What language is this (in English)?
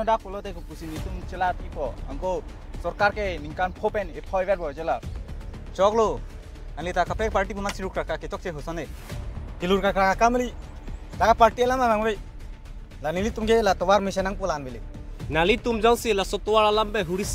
Karbi